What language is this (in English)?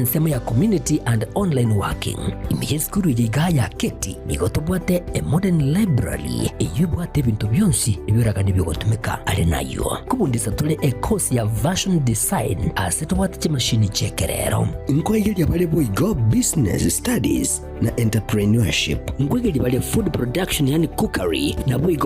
Gusii